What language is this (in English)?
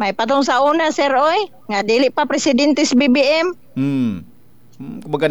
Cebuano